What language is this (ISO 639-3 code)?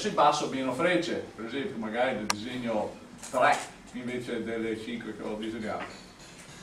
ita